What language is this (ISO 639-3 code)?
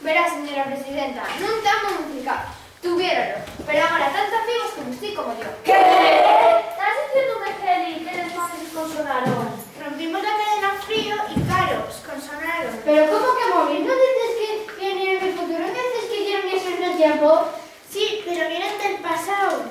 ast